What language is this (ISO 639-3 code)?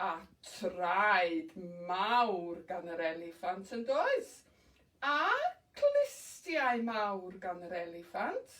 cym